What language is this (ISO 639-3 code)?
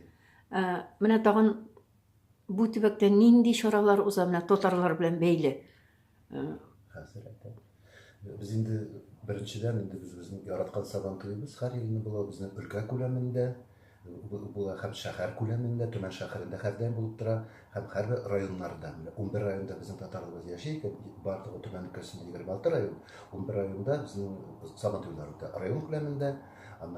tat